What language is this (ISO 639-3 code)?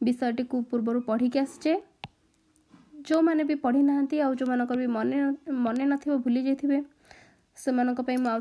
ori